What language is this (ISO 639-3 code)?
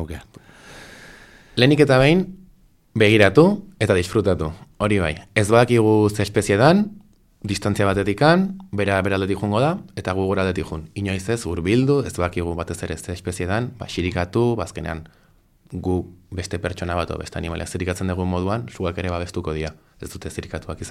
eus